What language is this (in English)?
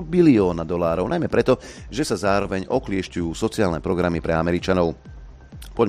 Slovak